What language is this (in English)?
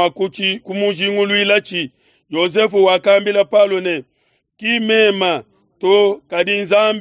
Luba-Lulua